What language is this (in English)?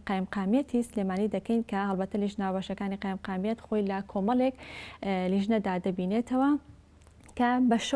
Central Kurdish